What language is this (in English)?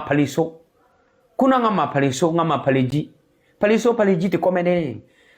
Akha